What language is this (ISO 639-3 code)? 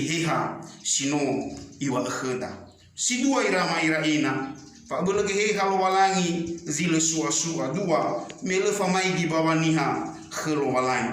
nia